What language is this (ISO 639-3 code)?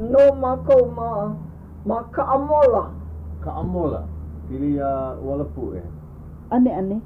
haw